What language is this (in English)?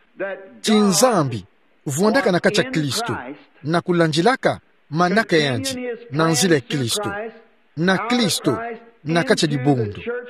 Kituba (Democratic Republic of Congo)